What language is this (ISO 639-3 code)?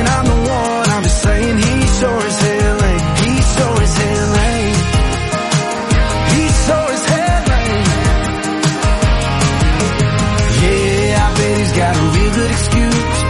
eng